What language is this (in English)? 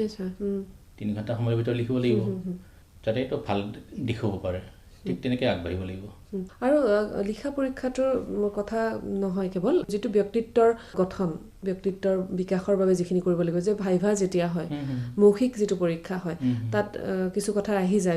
Assamese